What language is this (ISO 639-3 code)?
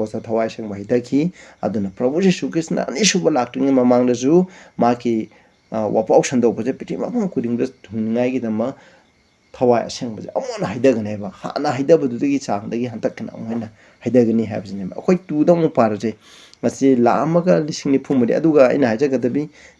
mni